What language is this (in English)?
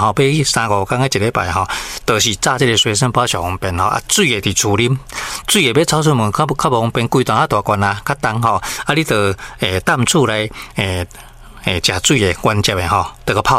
Min Nan Chinese